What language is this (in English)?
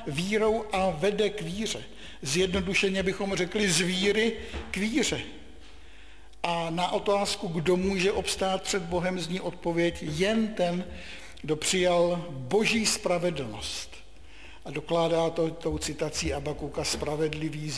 Czech